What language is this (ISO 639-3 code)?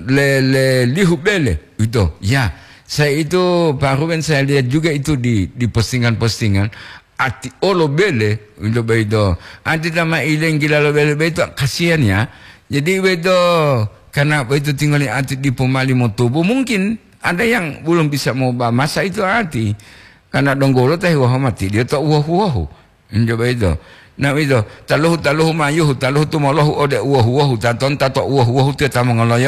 gor